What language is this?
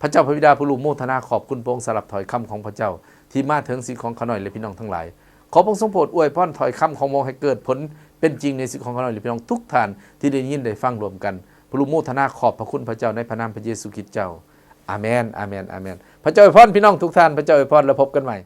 Lao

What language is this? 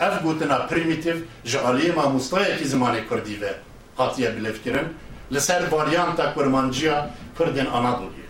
Kurdish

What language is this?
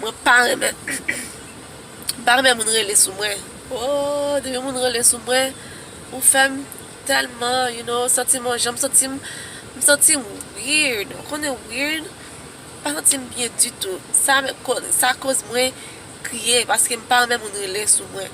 Haitian Creole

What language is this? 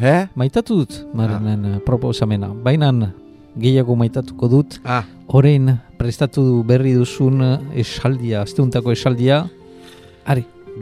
Basque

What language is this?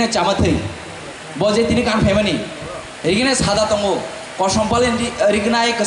Kok Borok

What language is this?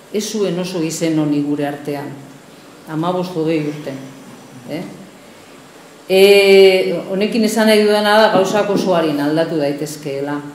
Basque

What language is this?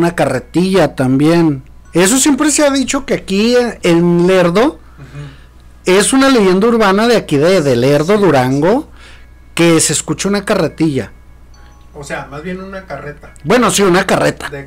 Spanish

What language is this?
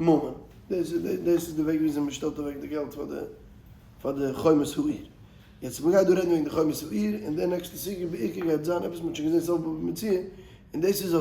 Yiddish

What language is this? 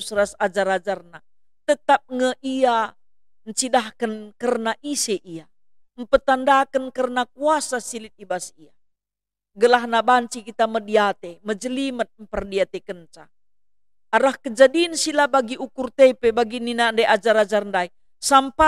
Batak Karo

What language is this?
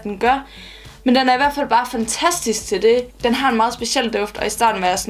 Danish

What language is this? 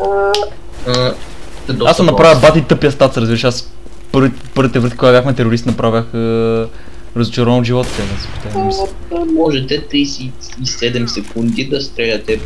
Bulgarian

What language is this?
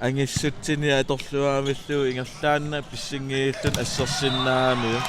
Kalaallisut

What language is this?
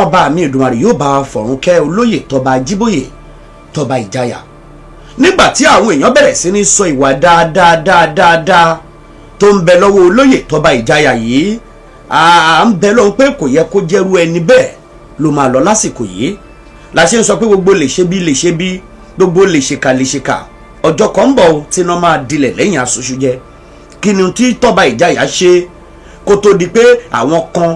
Yoruba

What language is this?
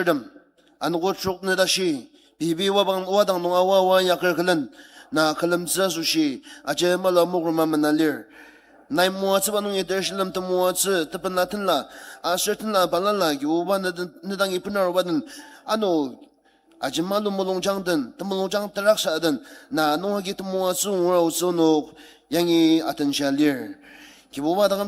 Ao Naga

